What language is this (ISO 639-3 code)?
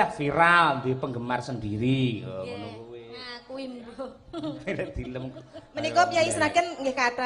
jav